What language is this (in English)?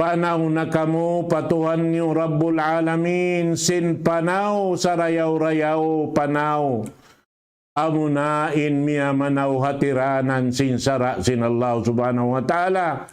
Tausug